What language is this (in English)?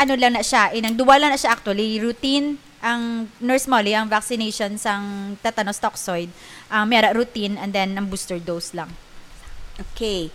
Hiligaynon